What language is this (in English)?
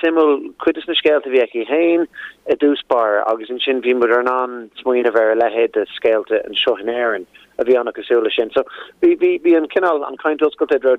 Irish